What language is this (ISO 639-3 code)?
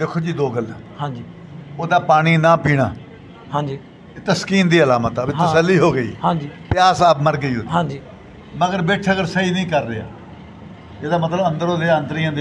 pan